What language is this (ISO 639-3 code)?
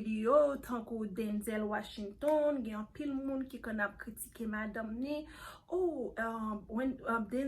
hat